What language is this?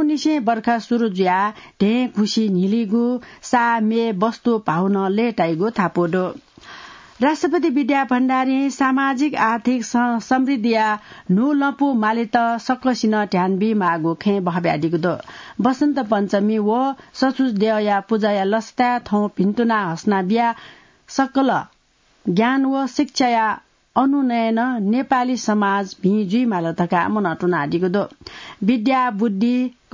Newari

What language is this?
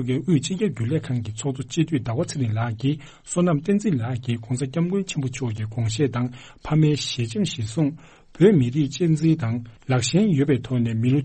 Tibetan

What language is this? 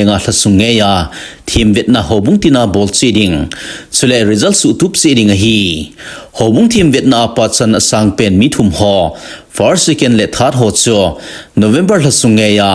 Thado Chin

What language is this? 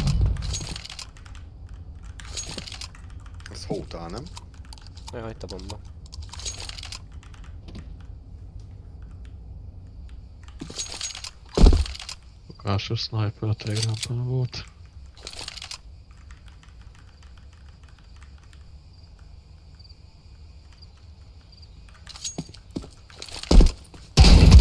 Hungarian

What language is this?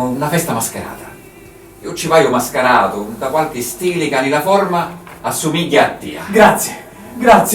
Sicilian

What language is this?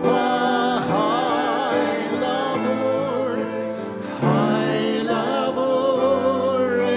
Faroese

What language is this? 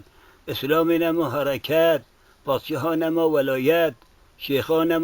Kurdish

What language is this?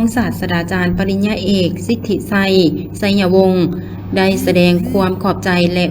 Lao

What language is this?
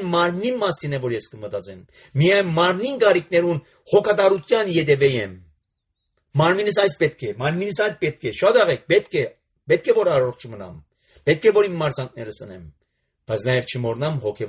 Armenian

